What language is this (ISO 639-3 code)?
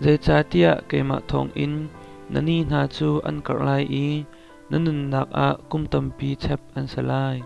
cnh